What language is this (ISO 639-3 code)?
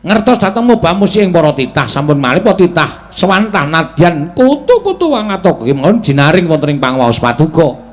jav